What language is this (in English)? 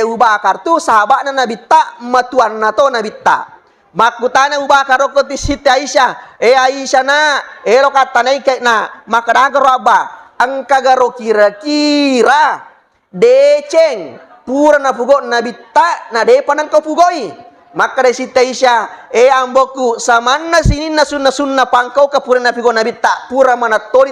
Buginese